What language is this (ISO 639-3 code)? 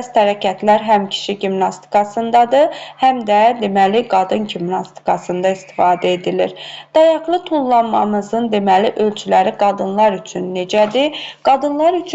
aze